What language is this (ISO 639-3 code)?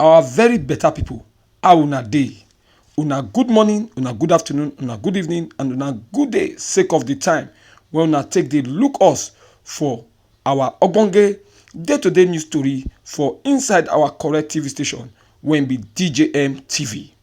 pcm